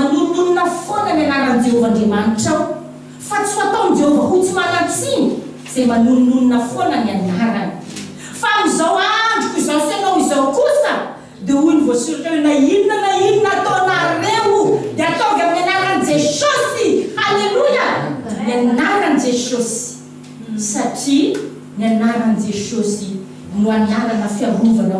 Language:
Malagasy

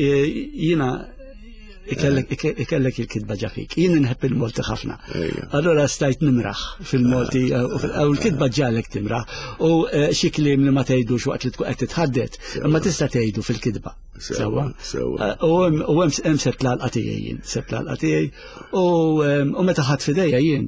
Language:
Maltese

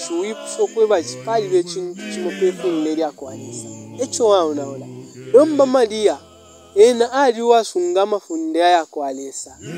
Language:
Bemba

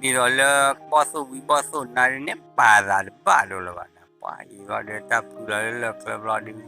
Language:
S'gaw Karen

